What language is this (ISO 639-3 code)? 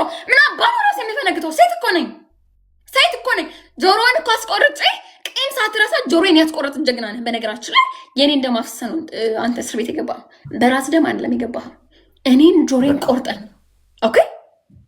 amh